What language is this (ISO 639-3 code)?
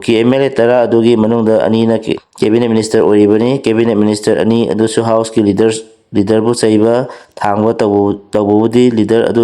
mni